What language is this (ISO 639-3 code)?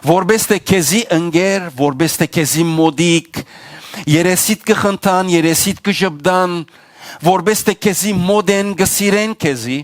hyw